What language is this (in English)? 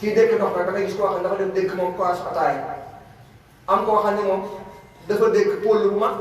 Wolof